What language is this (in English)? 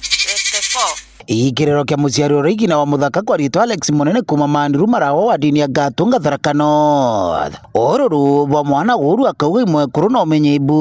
Meru